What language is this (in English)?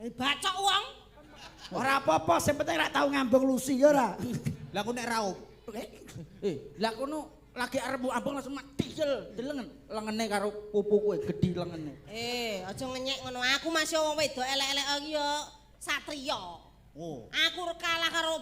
Javanese